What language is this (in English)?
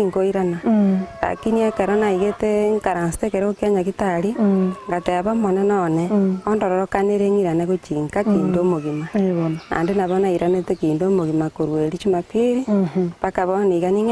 Gusii